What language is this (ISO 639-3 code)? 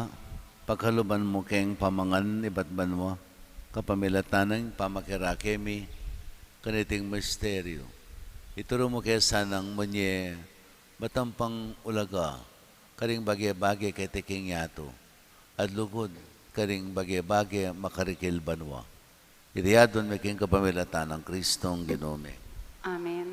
pam